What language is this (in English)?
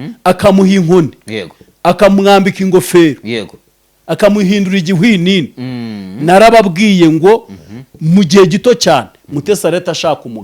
Kinyarwanda